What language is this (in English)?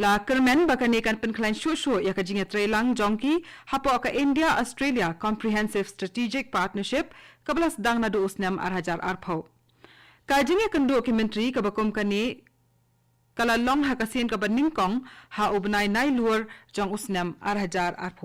Khasi